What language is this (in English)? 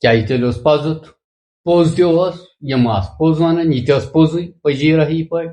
Kashmiri